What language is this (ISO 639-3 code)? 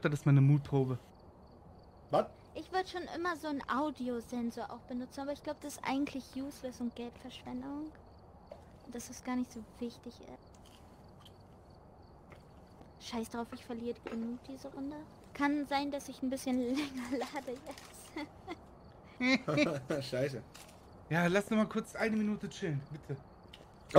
deu